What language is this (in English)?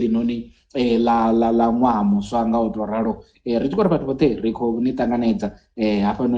Venda